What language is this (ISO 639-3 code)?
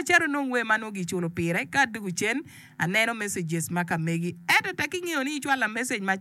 ach